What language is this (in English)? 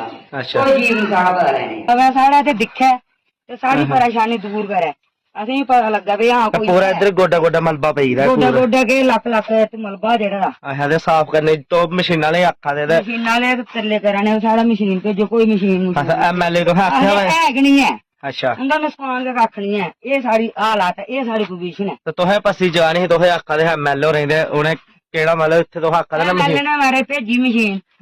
Dogri